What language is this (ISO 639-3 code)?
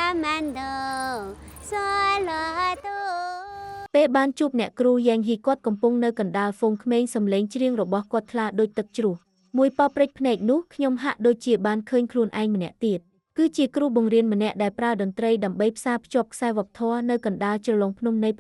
khm